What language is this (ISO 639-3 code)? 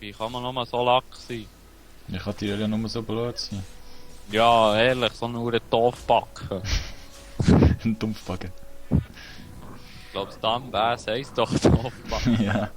gsw